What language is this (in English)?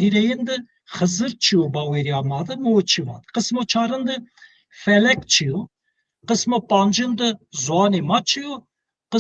Zaza